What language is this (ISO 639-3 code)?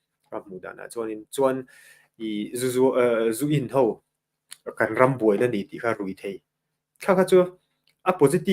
lus